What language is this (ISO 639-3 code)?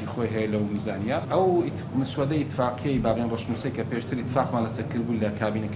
ckb